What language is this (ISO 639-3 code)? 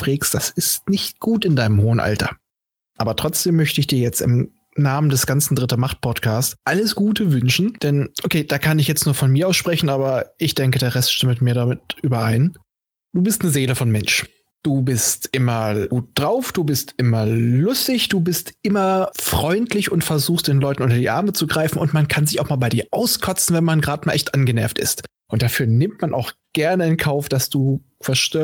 deu